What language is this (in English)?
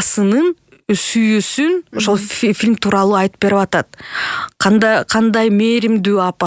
Kyrgyz